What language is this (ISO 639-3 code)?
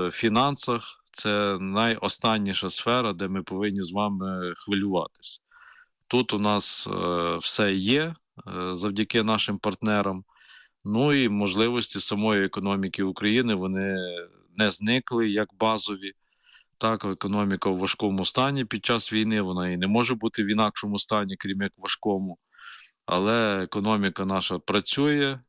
ukr